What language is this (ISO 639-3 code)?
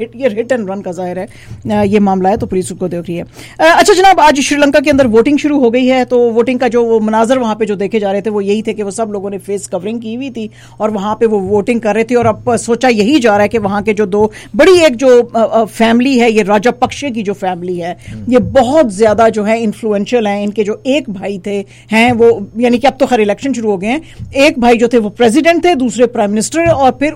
urd